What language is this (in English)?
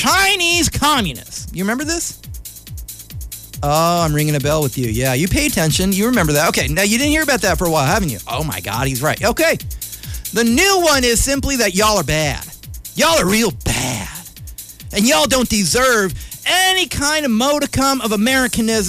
English